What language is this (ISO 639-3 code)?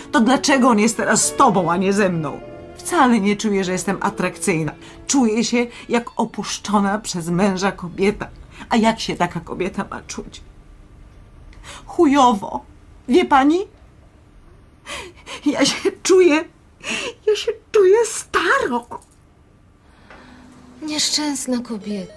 pol